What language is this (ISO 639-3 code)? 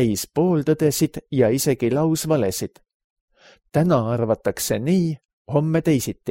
est